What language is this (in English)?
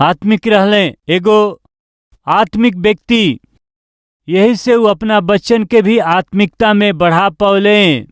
Bhojpuri